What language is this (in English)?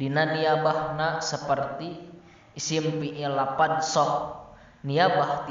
Sundanese